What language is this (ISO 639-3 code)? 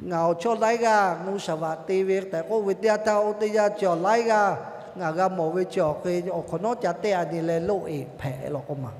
lhu